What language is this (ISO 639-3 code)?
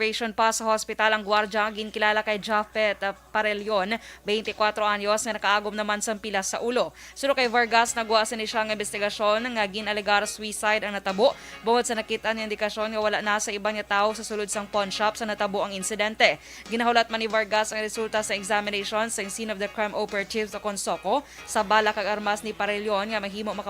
hil